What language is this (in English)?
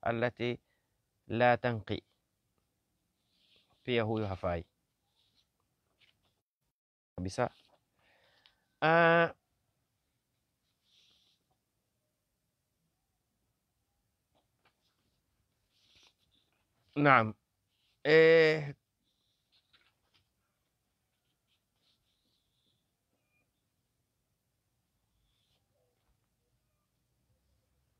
Swahili